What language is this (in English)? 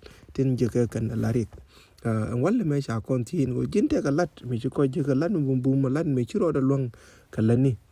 Nuer